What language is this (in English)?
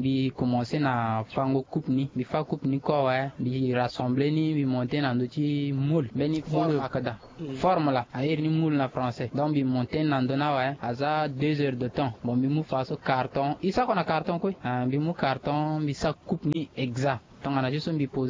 Sango